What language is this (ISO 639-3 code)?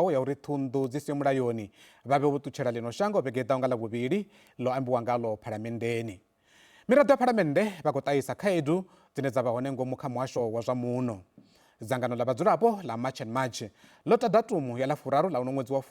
ven